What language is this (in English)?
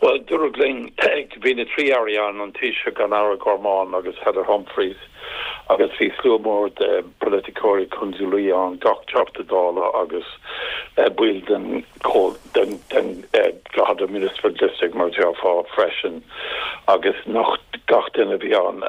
Irish